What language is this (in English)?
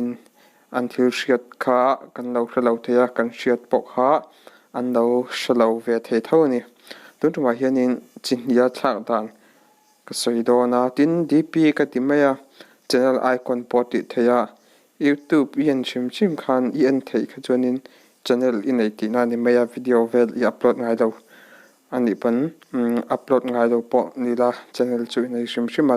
Mizo